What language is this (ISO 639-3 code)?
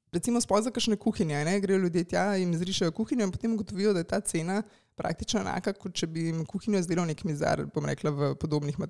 slv